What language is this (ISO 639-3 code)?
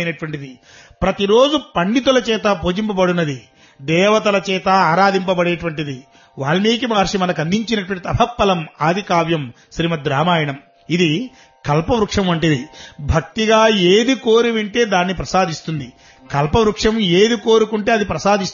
tel